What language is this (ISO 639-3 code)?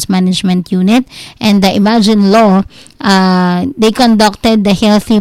fil